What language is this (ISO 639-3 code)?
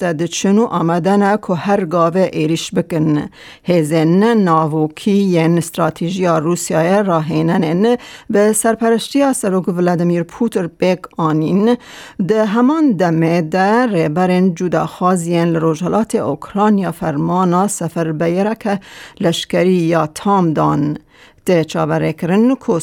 kur